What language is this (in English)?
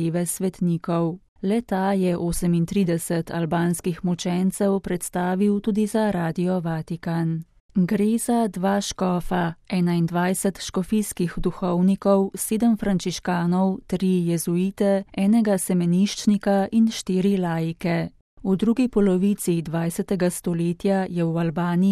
Slovenian